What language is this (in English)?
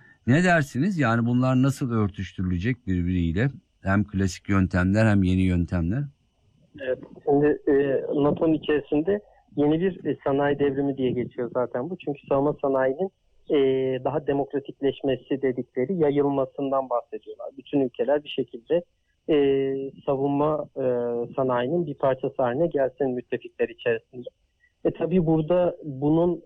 Turkish